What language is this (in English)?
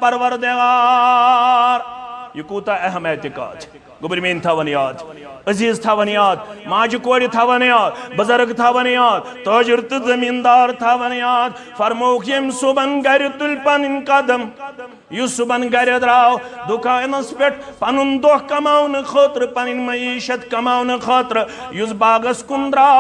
Kashmiri